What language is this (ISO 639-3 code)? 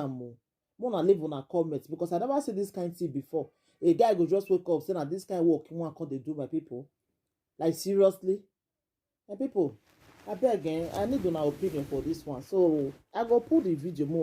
pcm